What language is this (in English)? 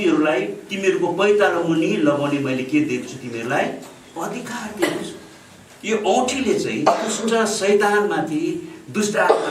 Nepali